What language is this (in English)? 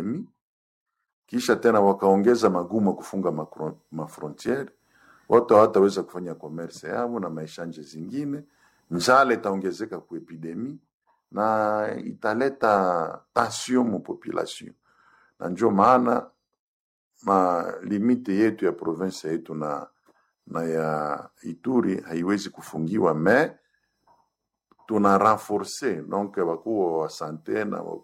Swahili